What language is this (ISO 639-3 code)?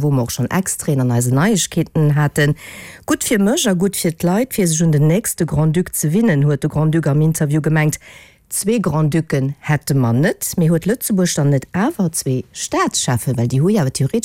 ltz